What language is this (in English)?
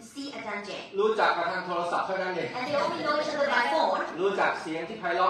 Thai